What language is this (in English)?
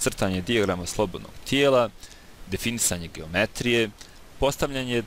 Bosnian